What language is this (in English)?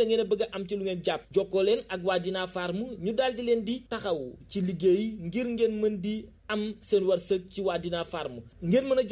Wolof